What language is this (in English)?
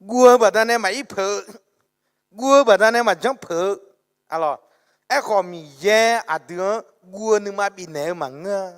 Akha